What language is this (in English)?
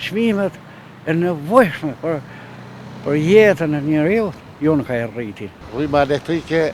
Albanian